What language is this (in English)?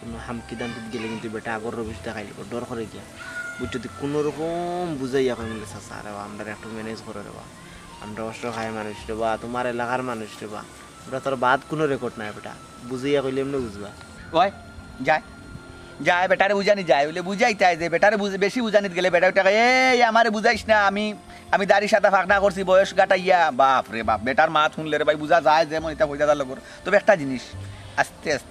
Sylheti